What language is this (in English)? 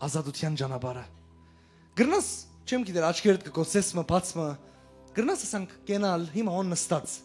Western Armenian